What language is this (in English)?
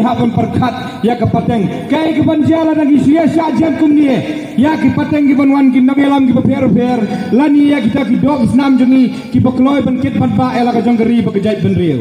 Khasi